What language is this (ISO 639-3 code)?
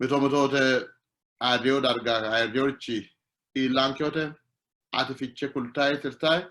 sid